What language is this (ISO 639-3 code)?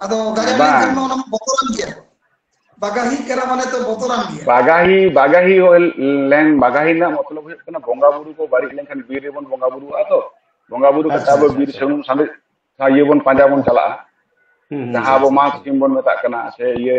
sat